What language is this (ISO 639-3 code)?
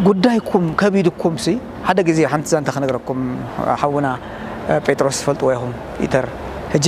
tir